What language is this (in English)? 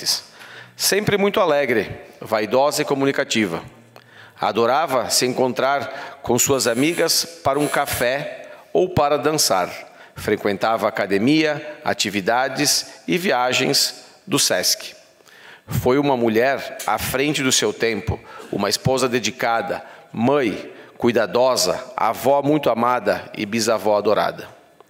Portuguese